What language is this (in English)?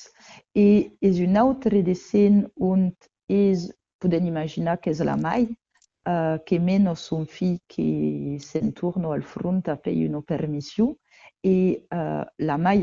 Occitan